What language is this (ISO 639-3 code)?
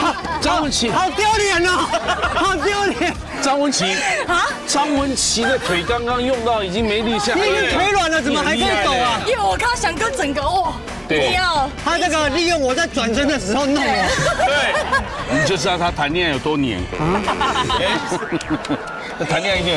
zho